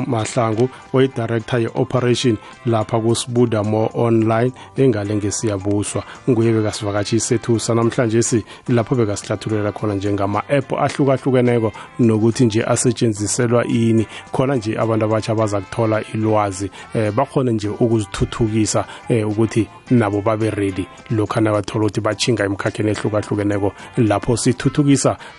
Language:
South Ndebele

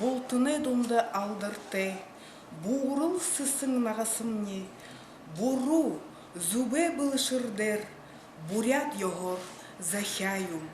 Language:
Buriat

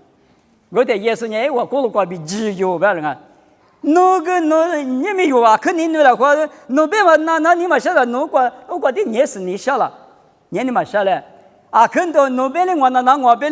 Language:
Lisu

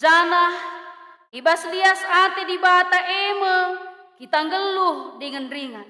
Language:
Batak Karo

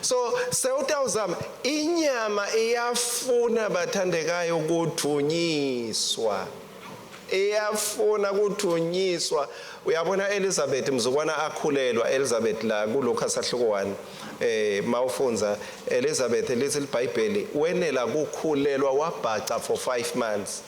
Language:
Swati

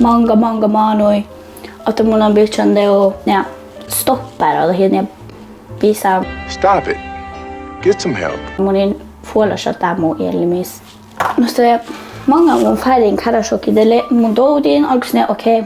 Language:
Northern Sami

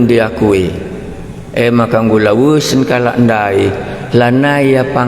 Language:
Batak Karo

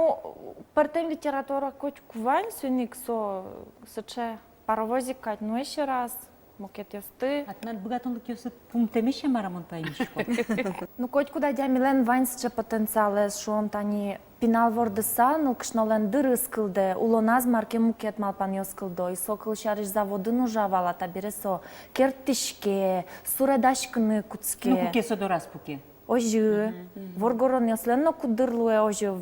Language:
Udmurt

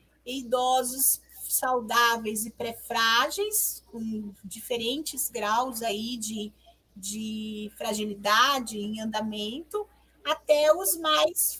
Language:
Portuguese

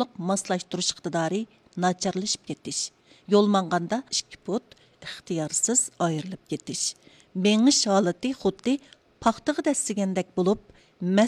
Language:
Uyghur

